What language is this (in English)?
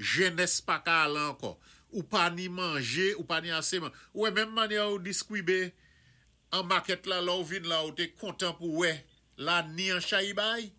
Saint Lucian Creole French